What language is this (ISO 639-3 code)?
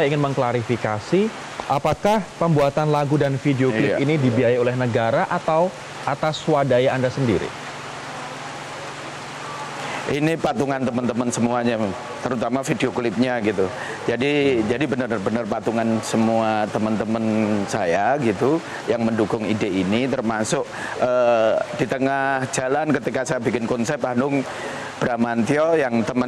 ind